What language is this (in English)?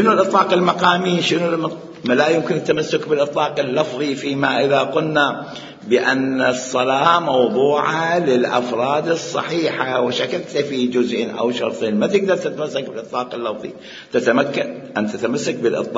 Mesopotamian Arabic